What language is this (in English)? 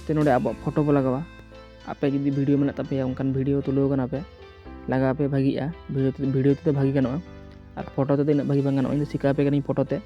Santali